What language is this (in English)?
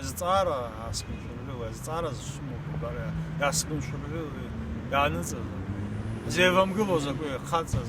Abkhazian